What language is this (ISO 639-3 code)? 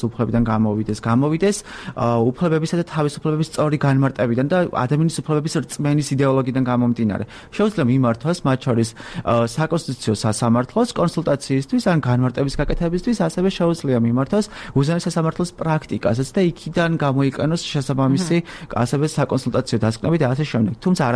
kat